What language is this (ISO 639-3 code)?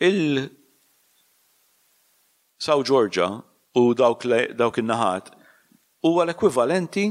mlt